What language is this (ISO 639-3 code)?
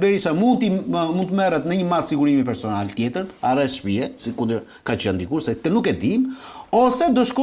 sqi